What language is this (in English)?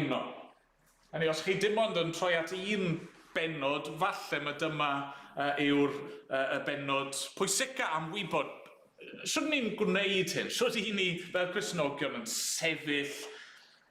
Welsh